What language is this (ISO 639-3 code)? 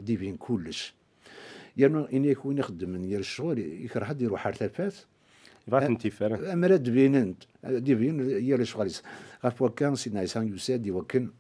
kab